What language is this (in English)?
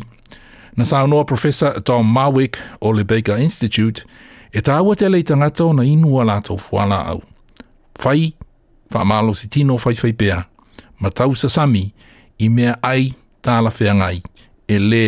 Samoan